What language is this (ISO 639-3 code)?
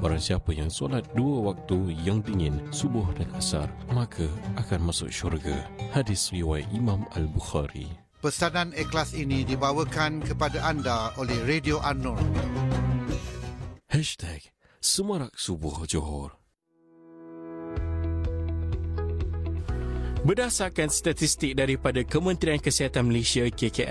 msa